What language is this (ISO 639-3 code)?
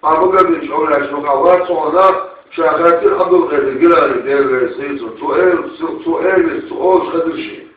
che